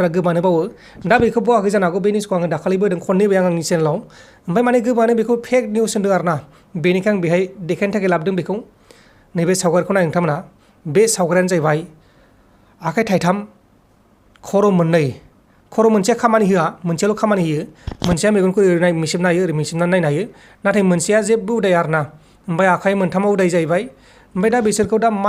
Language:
Bodo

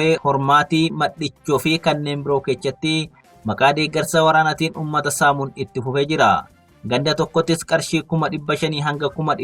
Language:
Oromo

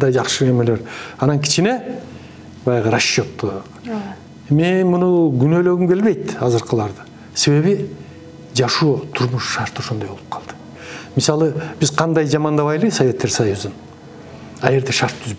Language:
Kyrgyz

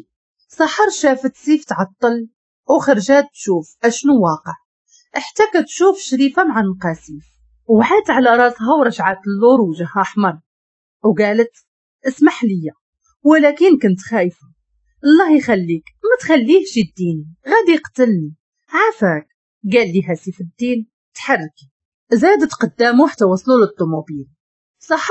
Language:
Moroccan Arabic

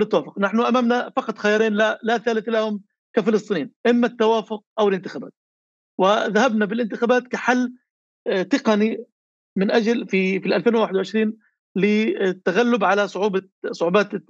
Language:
North Levantine Arabic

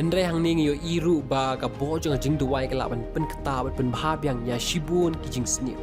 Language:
Khasi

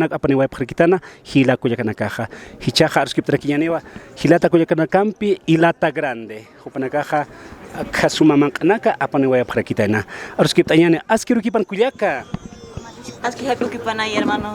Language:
Aymara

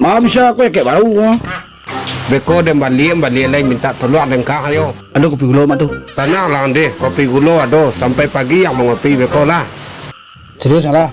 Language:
Minangkabau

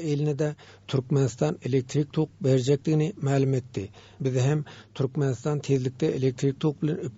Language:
Turkmen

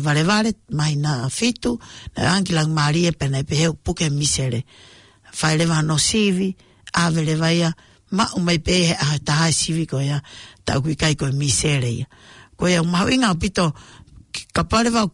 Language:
Tongan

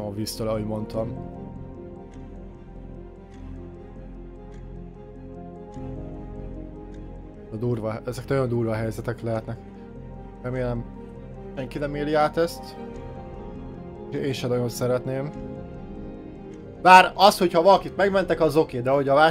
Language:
Hungarian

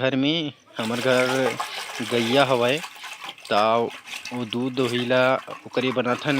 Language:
Chhattisgarhi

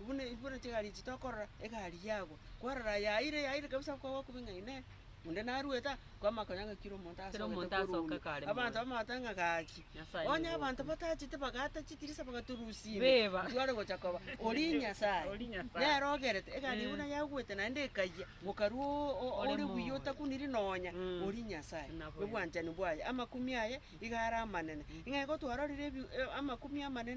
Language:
Gusii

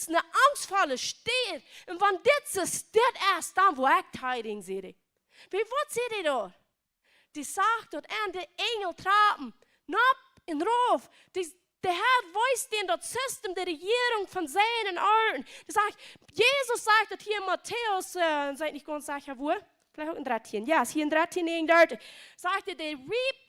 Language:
Plautdietsch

